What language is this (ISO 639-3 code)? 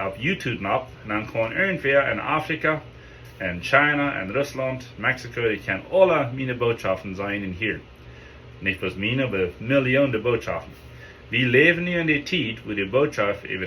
pdt